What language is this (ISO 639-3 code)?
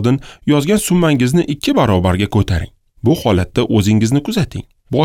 uzb